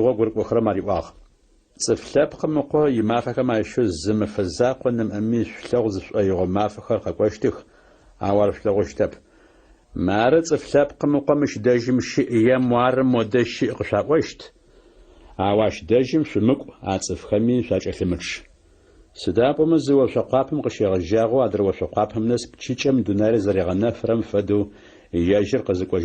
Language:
Adyghe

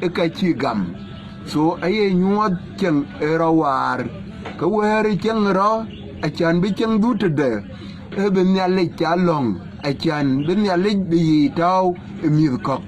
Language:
Dinka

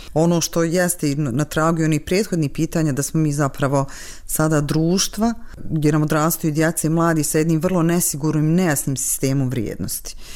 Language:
Bosnian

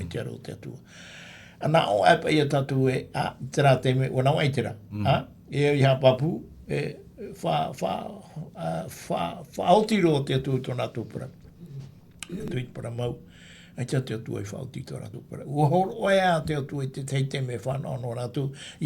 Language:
Tahitian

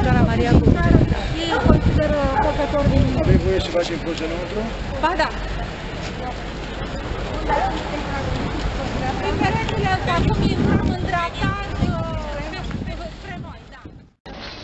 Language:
Romanian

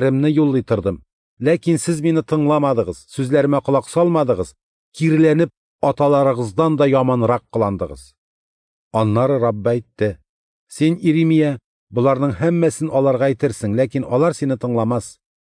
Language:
Tatar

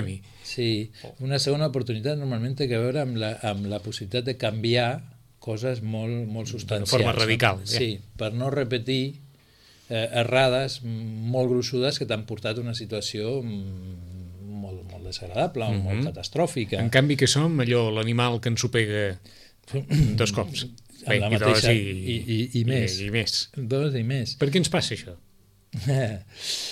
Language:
Catalan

